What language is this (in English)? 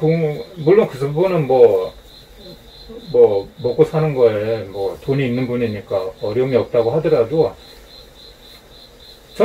Korean